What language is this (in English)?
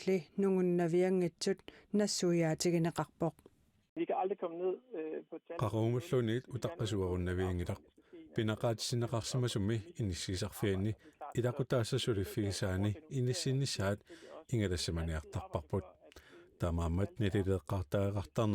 Kalaallisut